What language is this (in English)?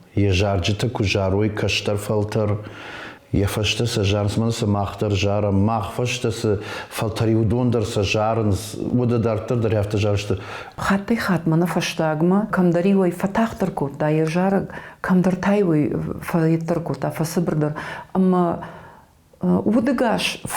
Ossetic